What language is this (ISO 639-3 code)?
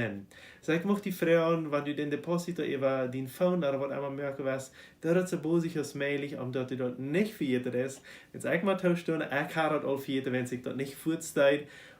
pdt